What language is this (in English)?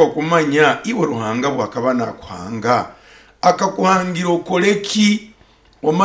Nyoro